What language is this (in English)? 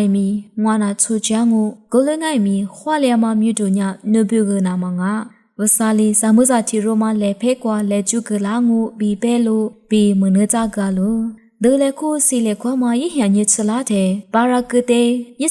Lisu